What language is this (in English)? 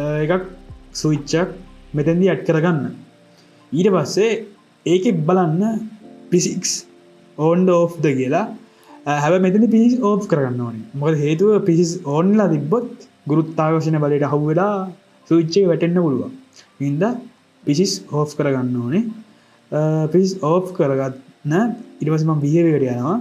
Sinhala